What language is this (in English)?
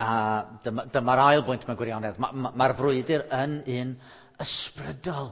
Welsh